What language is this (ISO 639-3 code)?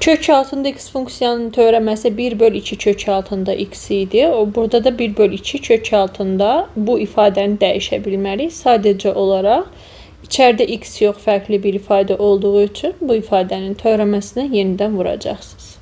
aze